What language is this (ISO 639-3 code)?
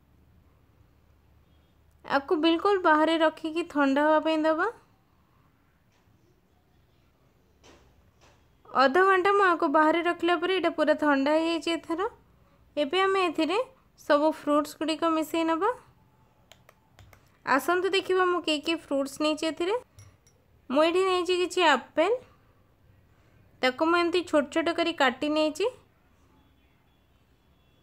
ori